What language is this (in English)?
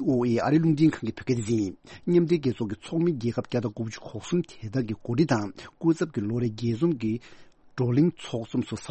Tibetan